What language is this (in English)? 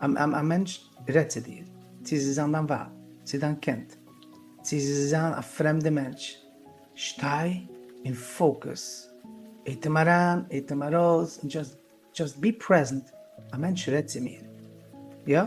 Yiddish